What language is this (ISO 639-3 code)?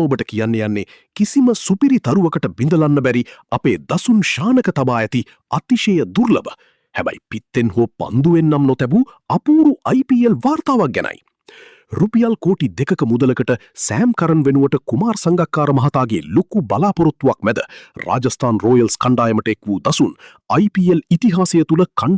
sin